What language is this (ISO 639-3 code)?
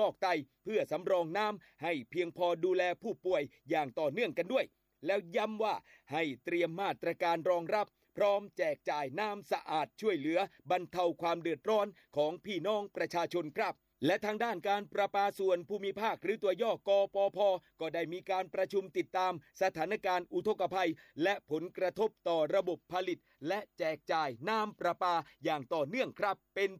tha